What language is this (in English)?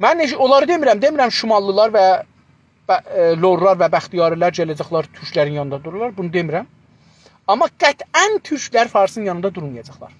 South Azerbaijani